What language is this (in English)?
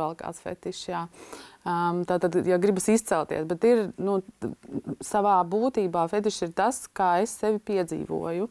Latvian